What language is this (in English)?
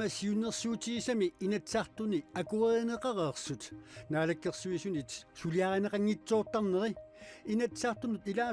Kalaallisut